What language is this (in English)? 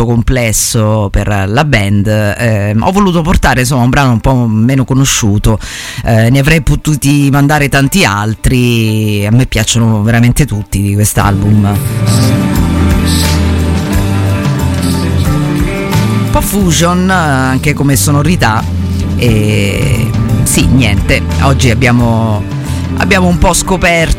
Italian